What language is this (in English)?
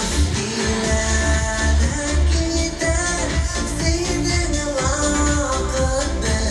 Tatar